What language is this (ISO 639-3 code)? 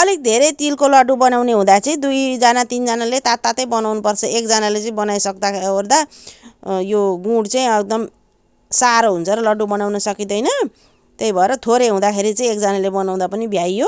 nep